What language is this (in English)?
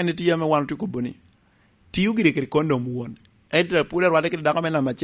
Lango (Uganda)